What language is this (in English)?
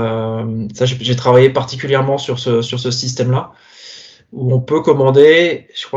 French